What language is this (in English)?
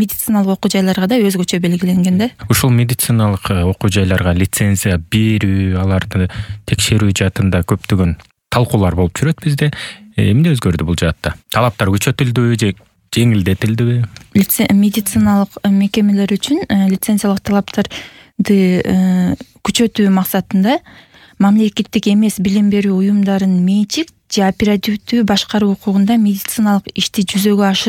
Kyrgyz